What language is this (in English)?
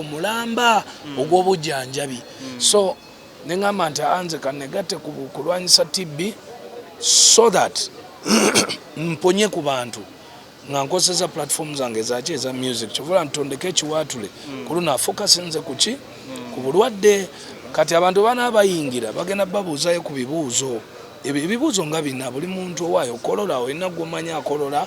Ganda